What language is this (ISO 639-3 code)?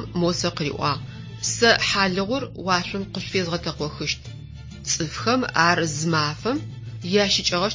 ady